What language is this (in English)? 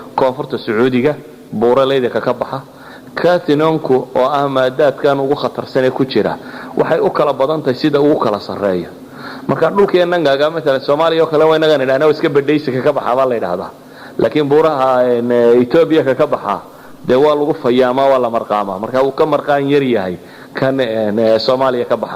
Somali